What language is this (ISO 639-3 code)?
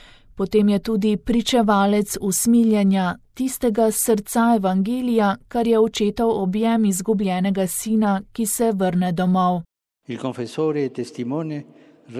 slv